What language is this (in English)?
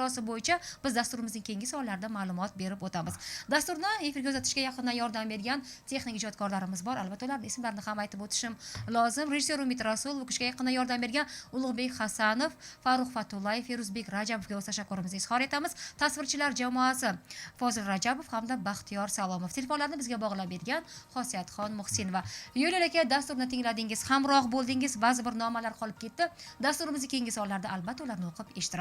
Uzbek